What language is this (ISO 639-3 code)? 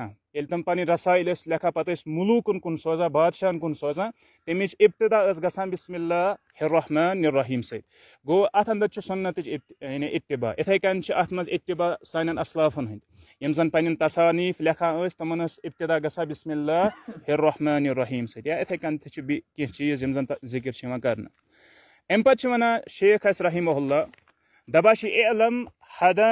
kas